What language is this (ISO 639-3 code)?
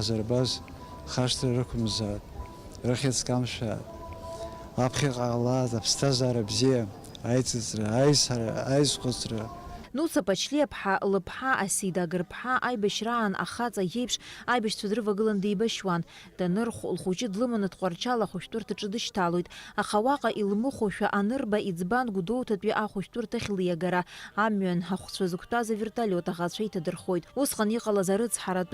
abk